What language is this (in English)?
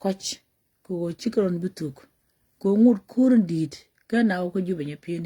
Nuer